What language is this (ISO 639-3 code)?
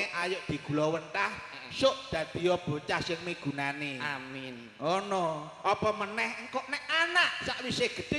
jav